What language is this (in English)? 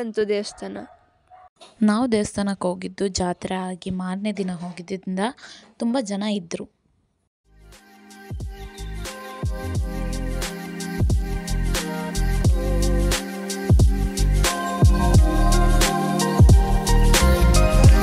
Kannada